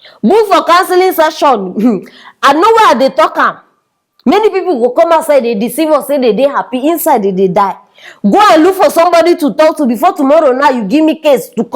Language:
Nigerian Pidgin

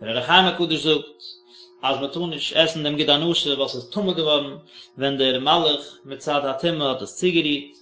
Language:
Yiddish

